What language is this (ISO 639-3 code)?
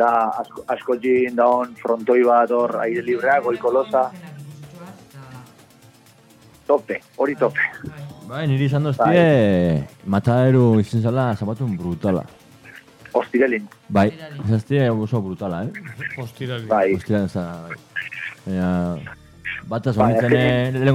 eus